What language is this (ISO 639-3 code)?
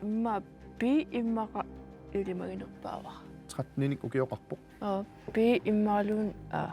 kal